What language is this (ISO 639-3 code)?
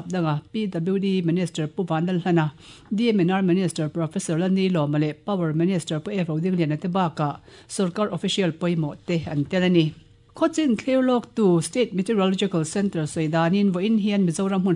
lus